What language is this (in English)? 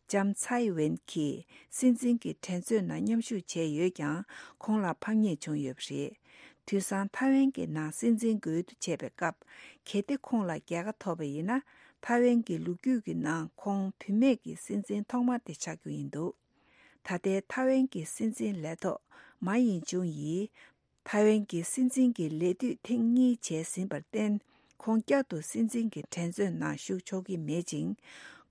Tibetan